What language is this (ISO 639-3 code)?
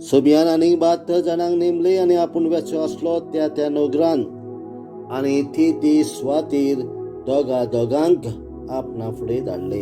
kok